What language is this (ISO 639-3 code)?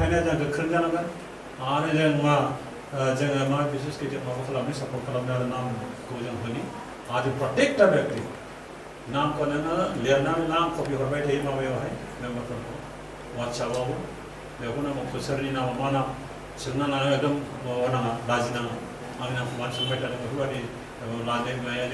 brx